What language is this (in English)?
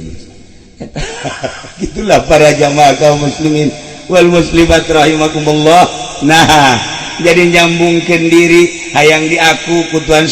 Sundanese